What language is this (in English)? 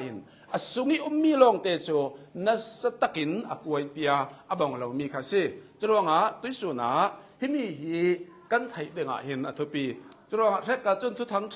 Hakha Chin